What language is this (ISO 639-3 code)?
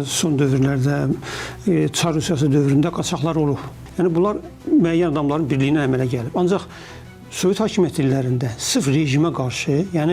aze